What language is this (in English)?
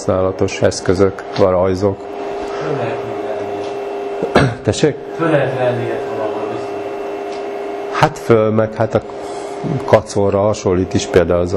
Hungarian